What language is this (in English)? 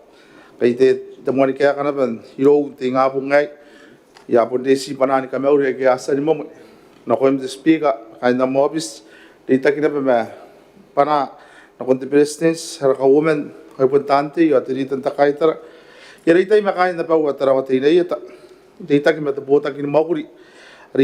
Gilbertese